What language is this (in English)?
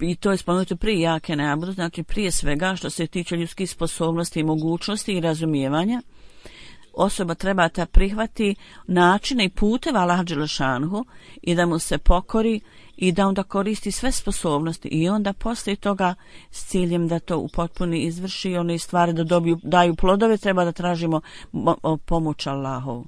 Bosnian